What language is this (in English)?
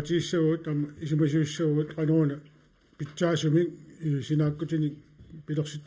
Kalaallisut